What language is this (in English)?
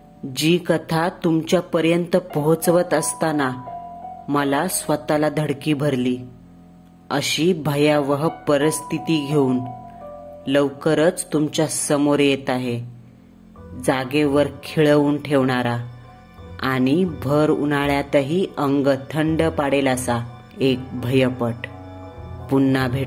Marathi